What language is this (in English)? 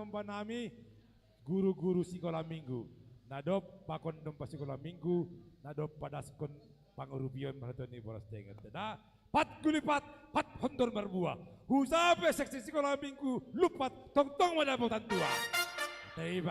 Batak Simalungun